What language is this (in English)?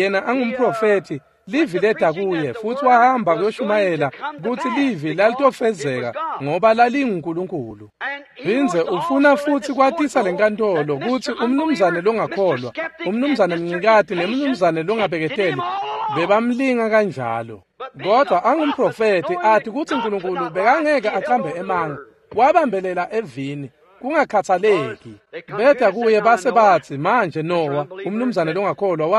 Swati